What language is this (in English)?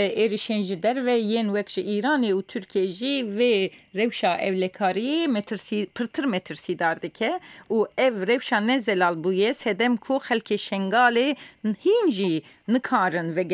Kurdish